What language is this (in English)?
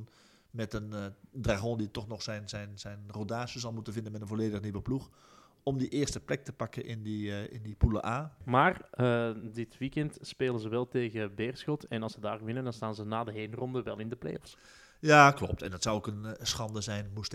Dutch